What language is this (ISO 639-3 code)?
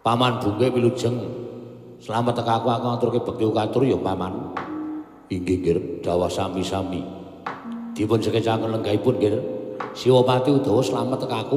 jav